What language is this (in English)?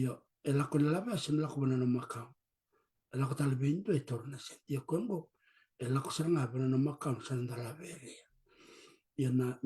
Fijian